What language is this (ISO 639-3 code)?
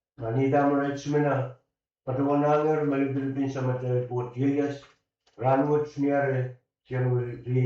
pon